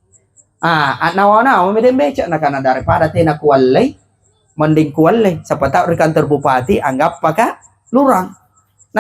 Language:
Makasar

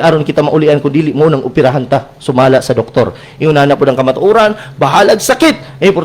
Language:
Cebuano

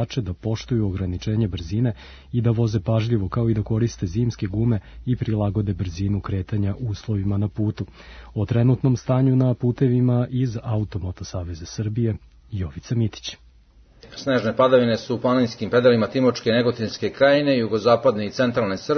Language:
Serbian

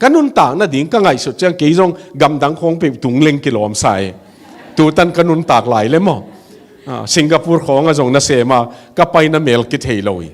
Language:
Tedim Chin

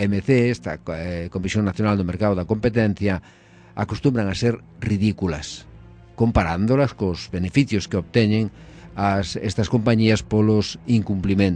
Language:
Galician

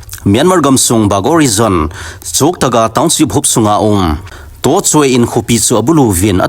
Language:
Thado Chin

